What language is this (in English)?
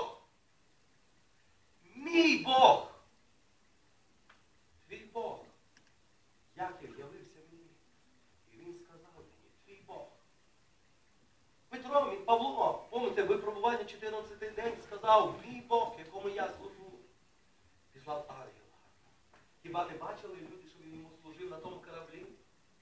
Ukrainian